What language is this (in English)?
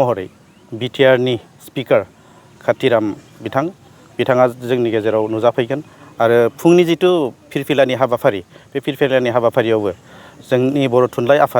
Bodo